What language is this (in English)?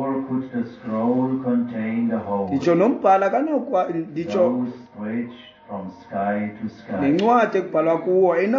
Xhosa